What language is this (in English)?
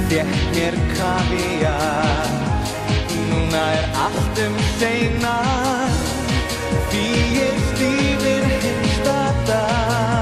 Icelandic